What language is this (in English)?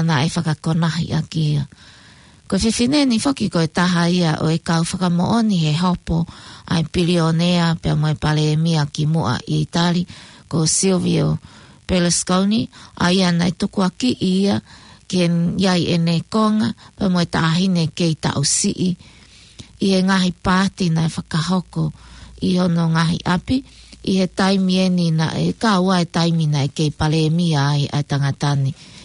Tongan